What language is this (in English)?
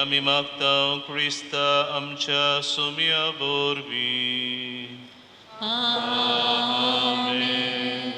Konkani